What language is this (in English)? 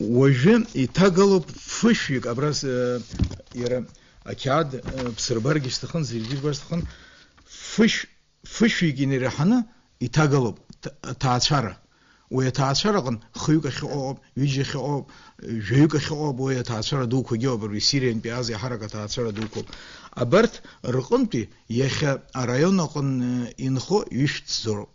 Abkhazian